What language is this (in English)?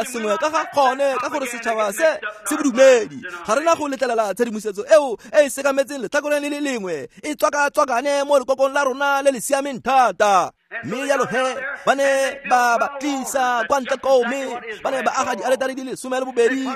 Tswana